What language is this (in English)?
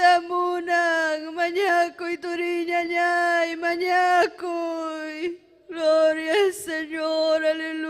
Ayacucho Quechua